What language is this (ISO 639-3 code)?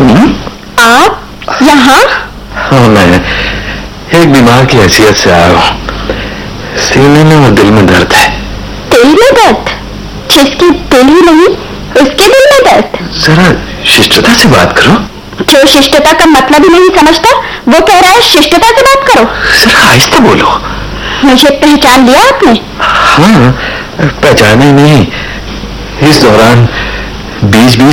hin